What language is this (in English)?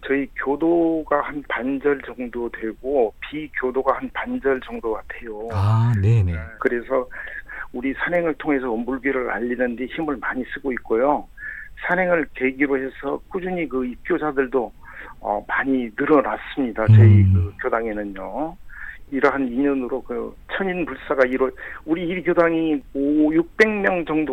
Korean